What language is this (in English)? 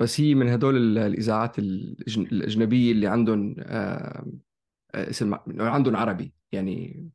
North Levantine Arabic